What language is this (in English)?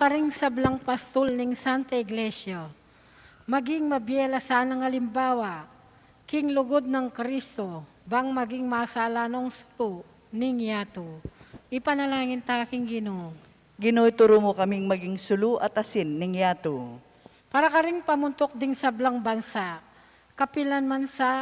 Pampanga